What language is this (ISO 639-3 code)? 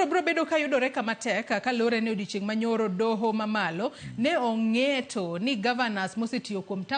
luo